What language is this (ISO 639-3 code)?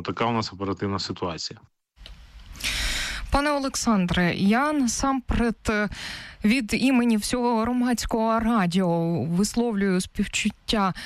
ukr